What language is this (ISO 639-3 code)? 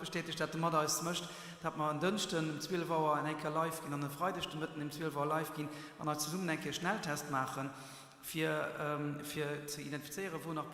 ltz